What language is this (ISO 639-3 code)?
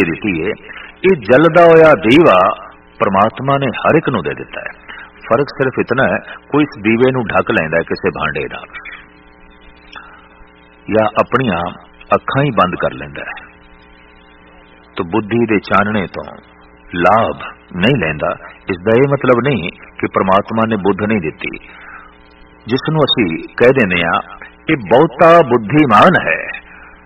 pan